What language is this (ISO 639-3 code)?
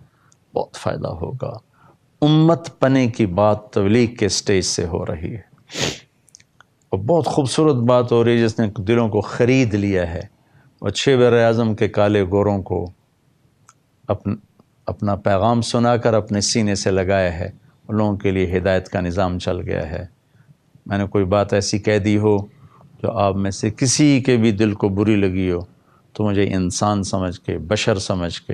urd